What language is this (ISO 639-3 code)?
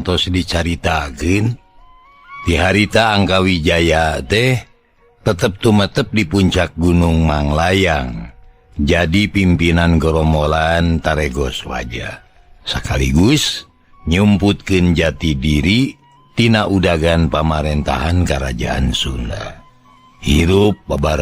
sun